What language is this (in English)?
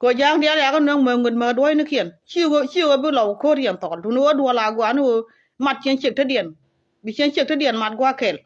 Nuer